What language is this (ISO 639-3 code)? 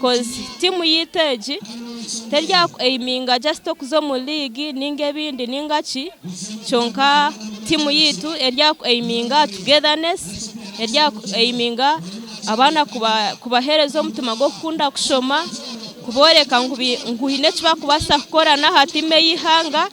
nyn